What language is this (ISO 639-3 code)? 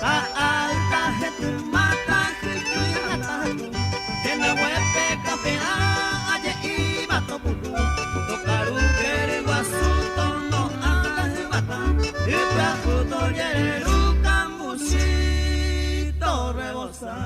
grn